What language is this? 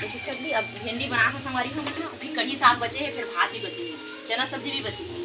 Chhattisgarhi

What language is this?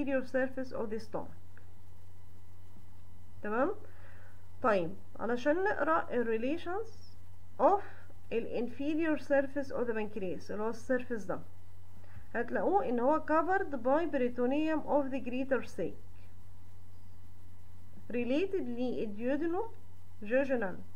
Egyptian Arabic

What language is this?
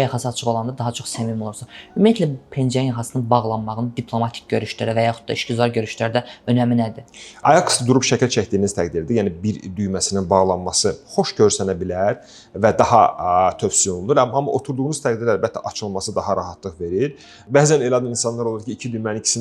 Azerbaijani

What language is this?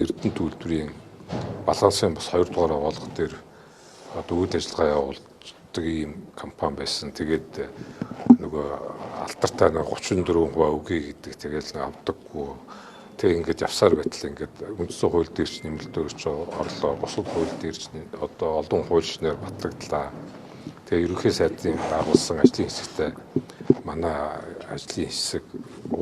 Mongolian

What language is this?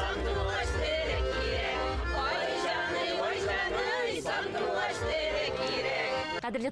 Tatar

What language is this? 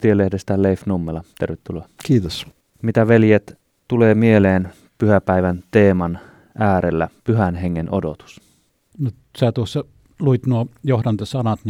Finnish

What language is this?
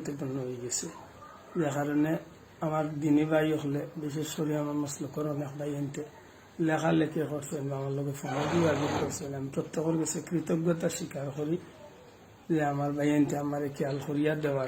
Sylheti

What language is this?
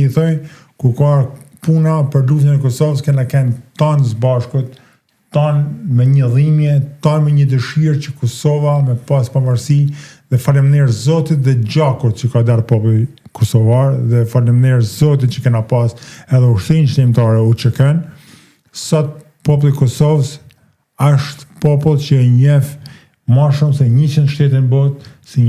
Albanian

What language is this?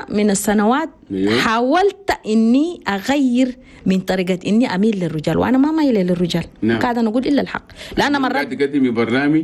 Chadian Arabic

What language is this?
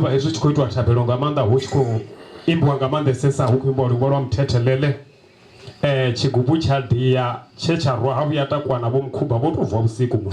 Venda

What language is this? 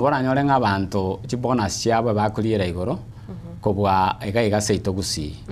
Gusii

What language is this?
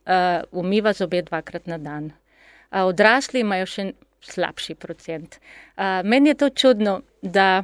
Slovenian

